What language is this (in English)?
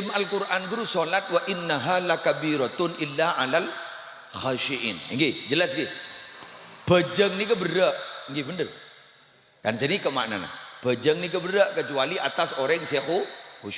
Madurese